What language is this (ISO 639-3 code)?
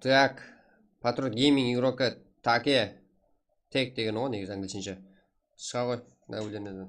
kaa